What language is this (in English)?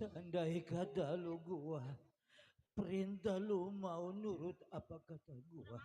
Betawi